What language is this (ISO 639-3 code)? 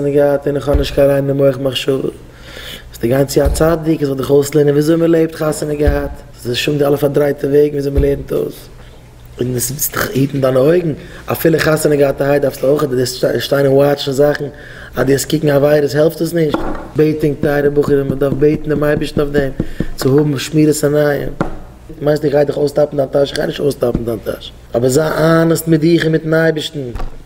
yid